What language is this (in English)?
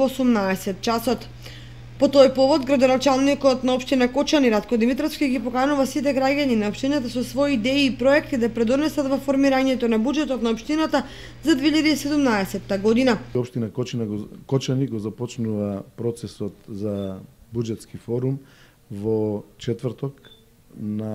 Macedonian